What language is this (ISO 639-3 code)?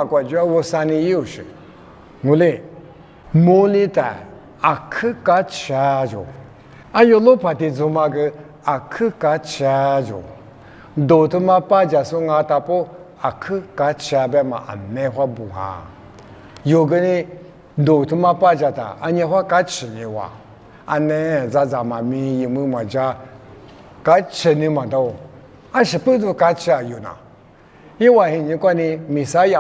lis